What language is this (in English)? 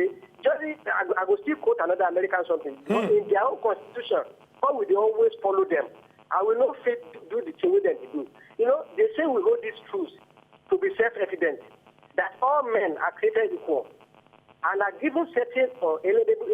Nigerian Pidgin